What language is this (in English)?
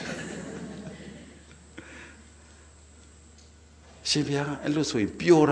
Burmese